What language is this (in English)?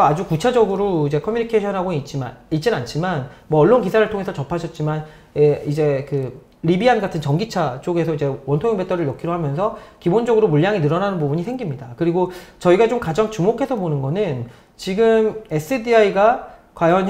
Korean